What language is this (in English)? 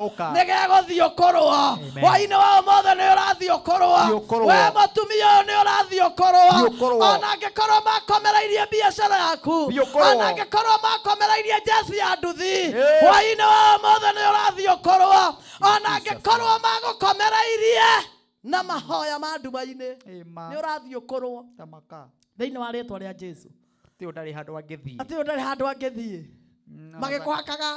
Kikuyu